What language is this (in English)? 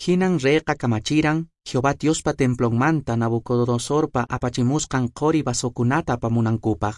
Quechua